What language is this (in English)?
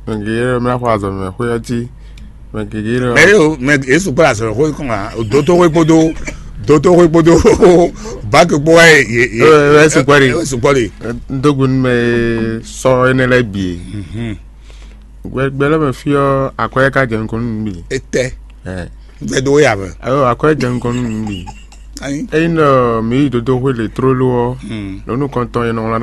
Fon